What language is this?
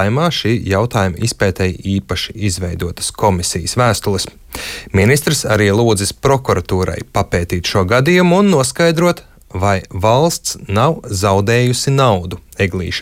Latvian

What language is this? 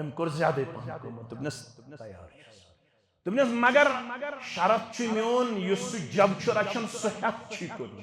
Kashmiri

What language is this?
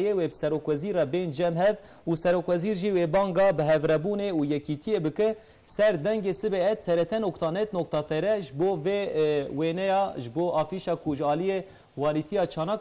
Kurdish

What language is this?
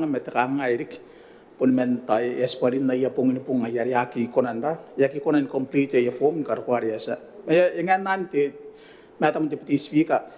Gilbertese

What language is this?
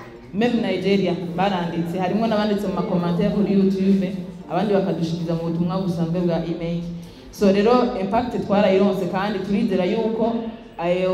Rundi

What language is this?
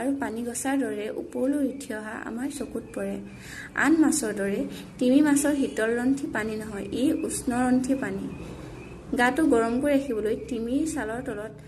Assamese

